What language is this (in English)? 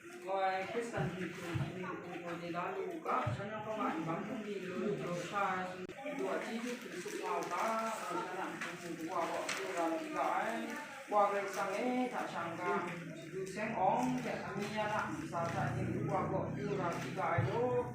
Kachin